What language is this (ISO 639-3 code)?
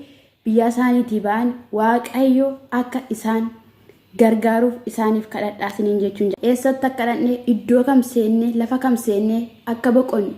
orm